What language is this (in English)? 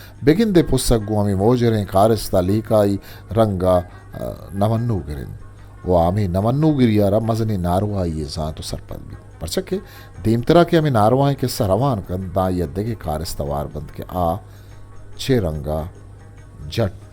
Eastern Balochi